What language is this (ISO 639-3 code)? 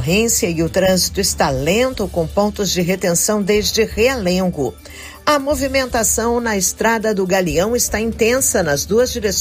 por